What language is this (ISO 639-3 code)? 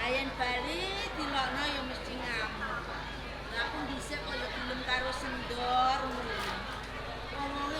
jav